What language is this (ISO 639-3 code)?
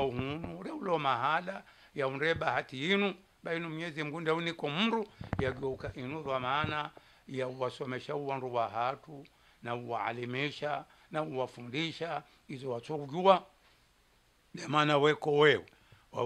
swa